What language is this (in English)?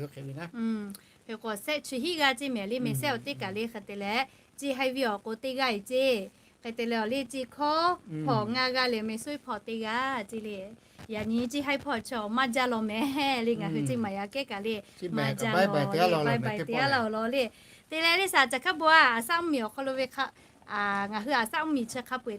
Lahu